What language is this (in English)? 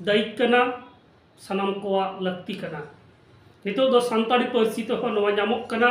Santali